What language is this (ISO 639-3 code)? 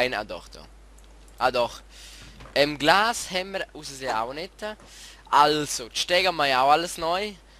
gsw